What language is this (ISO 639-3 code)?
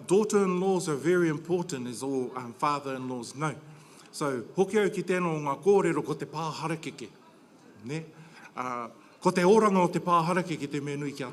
mri